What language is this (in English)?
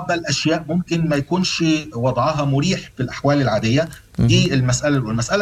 Sudanese Arabic